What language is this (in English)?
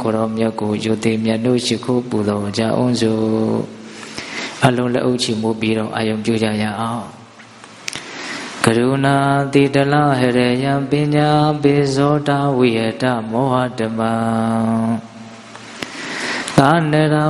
Burmese